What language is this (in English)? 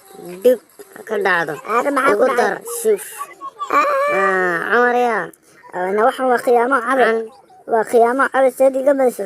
Somali